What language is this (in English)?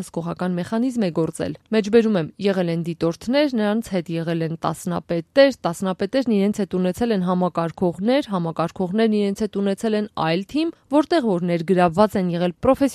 Armenian